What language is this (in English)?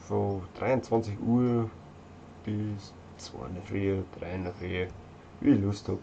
Bavarian